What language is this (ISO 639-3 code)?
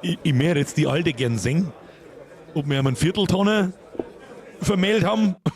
bar